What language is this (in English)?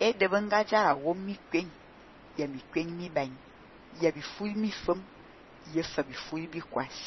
Fang